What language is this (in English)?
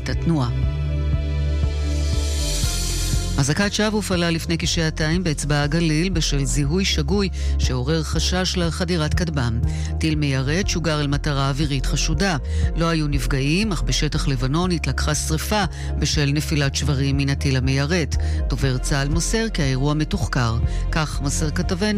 Hebrew